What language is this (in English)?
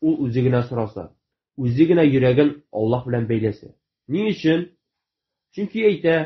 Tatar